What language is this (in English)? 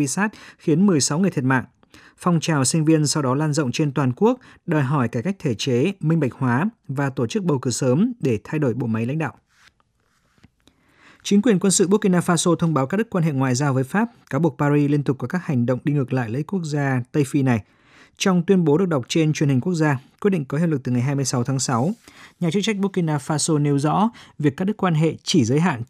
Vietnamese